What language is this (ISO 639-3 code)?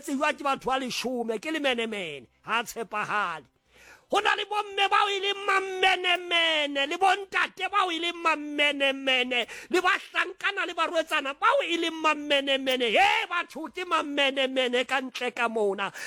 sot